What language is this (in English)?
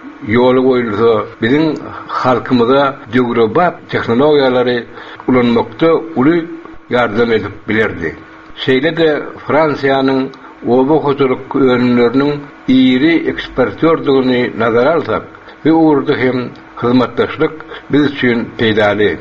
Turkmen